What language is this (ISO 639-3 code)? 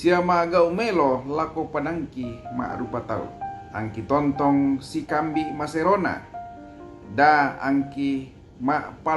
sda